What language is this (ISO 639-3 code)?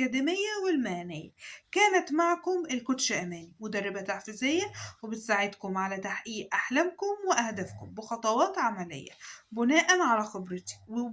arz